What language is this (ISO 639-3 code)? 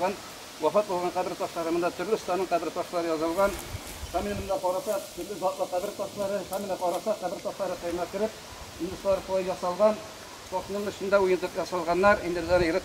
tat